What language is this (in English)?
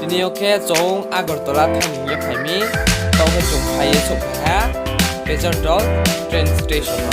Riang (India)